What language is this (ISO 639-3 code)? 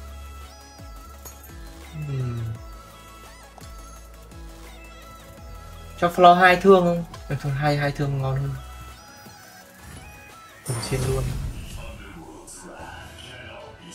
vie